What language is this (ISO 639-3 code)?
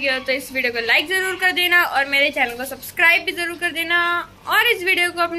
hin